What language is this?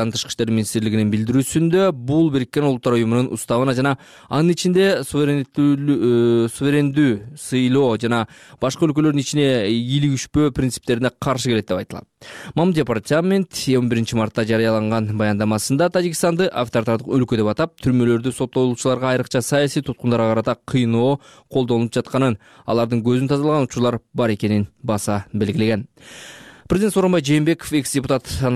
Kyrgyz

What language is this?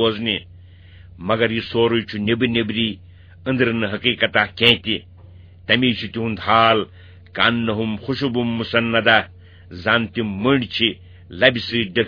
Kashmiri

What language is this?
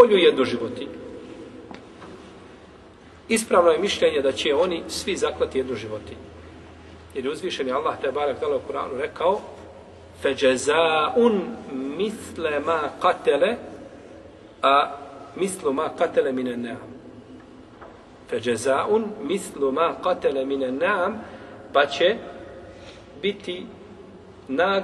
Bosnian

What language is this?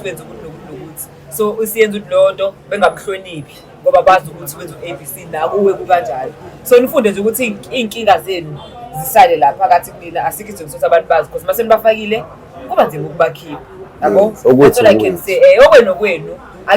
Zulu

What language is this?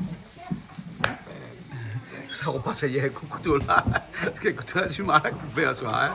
Réunion Creole French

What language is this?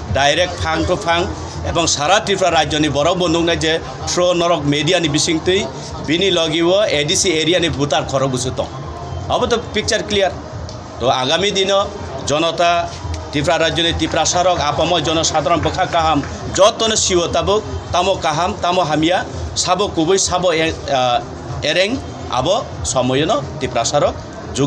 Kok Borok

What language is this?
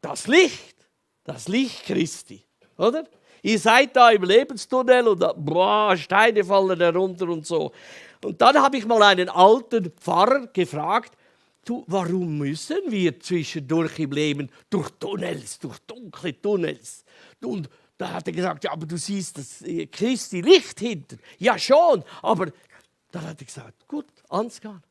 Swiss German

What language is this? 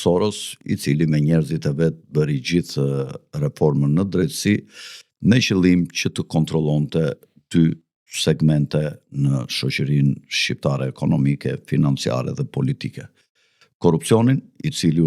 Albanian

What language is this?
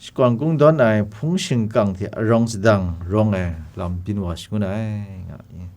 Kachin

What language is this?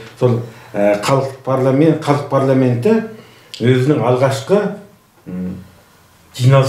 Kazakh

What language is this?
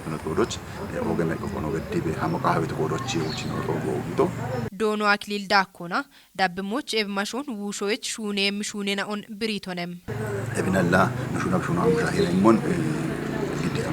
Kafa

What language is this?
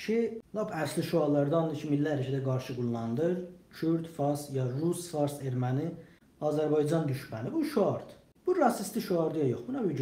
South Azerbaijani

